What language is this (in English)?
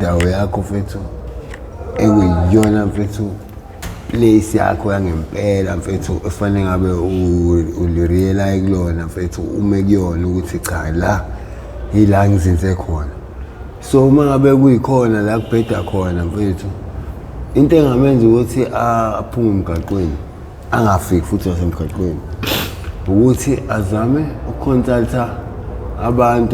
Zulu